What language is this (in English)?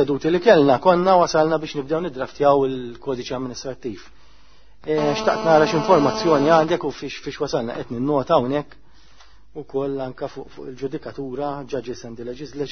Maltese